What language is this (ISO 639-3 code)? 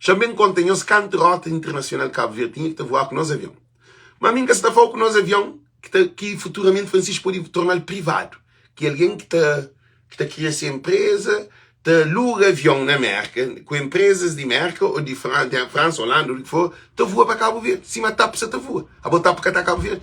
kea